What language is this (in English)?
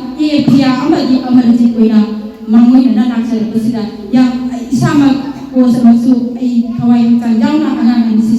Manipuri